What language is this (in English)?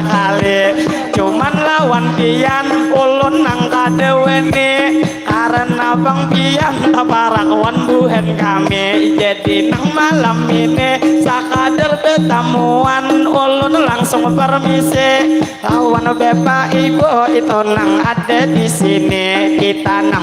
Banjar